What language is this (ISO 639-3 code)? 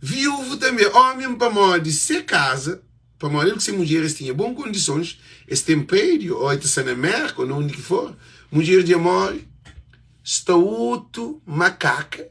kea